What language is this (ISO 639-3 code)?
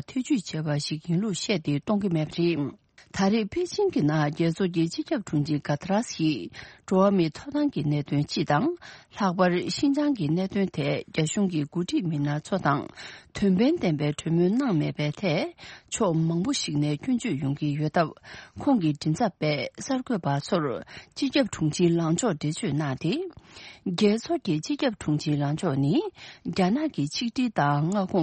bod